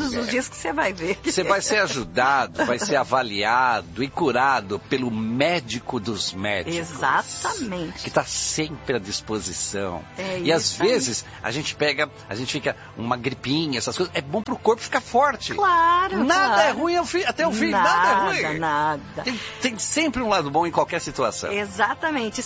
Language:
Portuguese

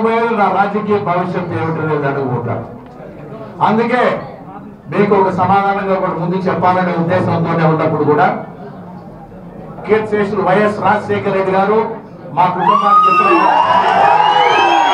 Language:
Telugu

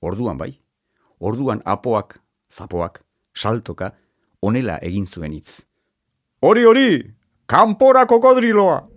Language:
Basque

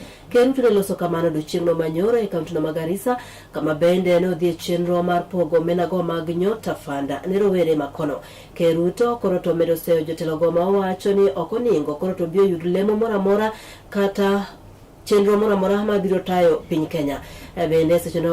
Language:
Luo (Kenya and Tanzania)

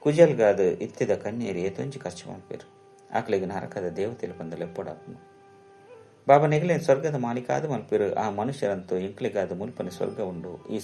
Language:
Tulu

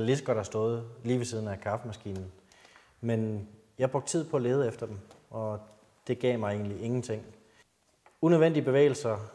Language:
Danish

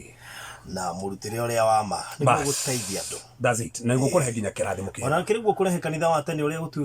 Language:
Kikuyu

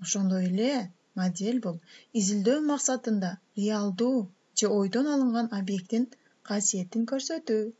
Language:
Kyrgyz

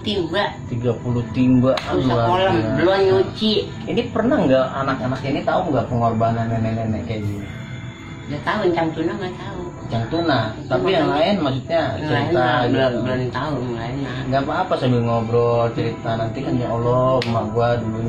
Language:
Betawi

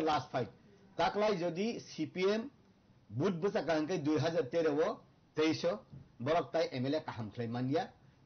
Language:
Kok Borok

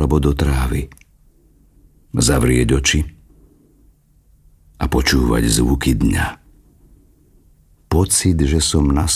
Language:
Slovak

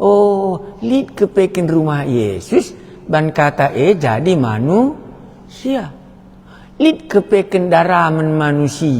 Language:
Batak Karo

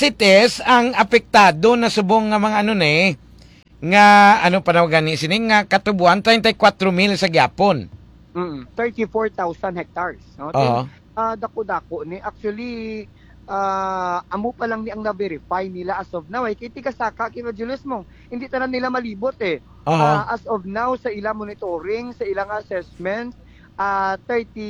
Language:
Hiligaynon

